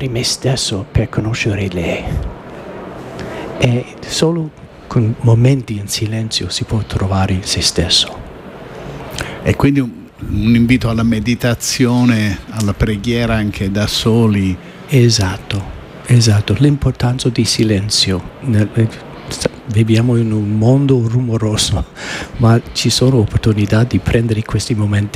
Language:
Italian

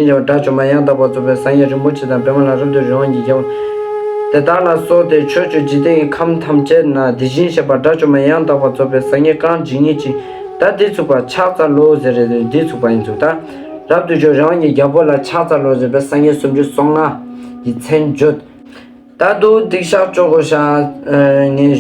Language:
Ladakhi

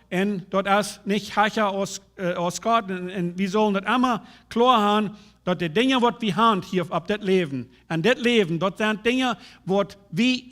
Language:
Plautdietsch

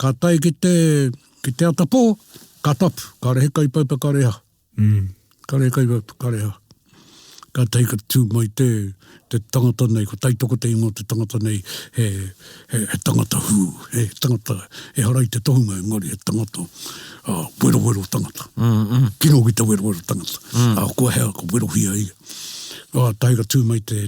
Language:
Māori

